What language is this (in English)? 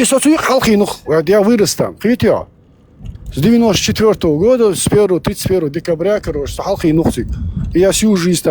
Chechen